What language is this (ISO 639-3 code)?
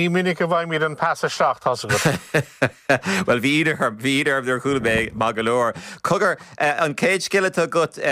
gle